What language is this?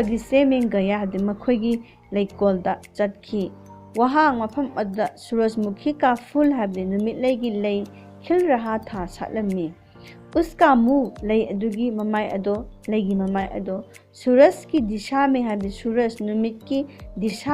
Manipuri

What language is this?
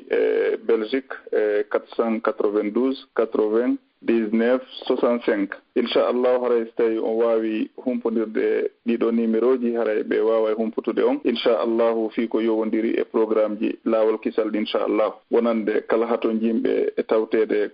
Fula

